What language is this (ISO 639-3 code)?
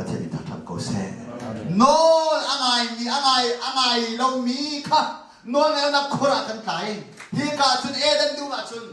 cnh